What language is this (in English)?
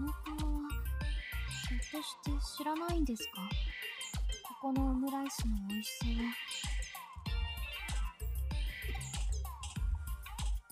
Japanese